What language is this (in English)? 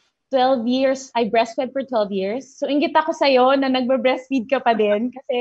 Filipino